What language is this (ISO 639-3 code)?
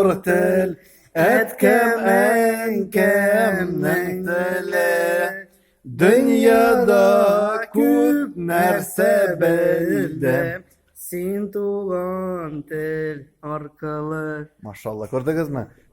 tat